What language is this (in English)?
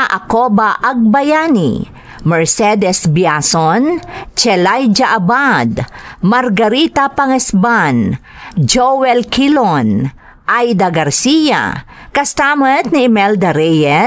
Iloko